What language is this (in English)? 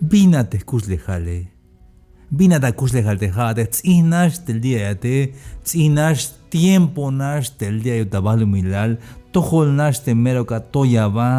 Tzeltal